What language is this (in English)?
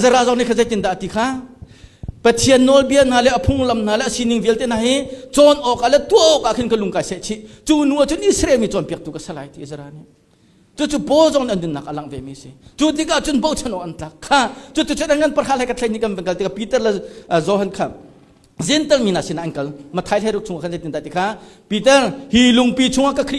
Hakha Chin